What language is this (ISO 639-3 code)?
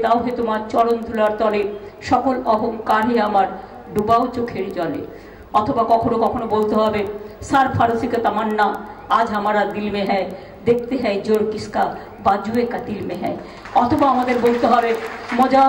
ben